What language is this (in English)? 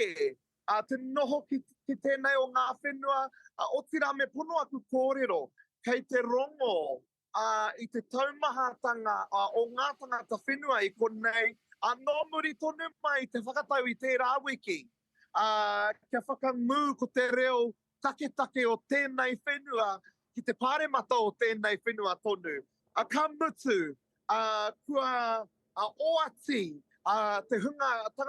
Māori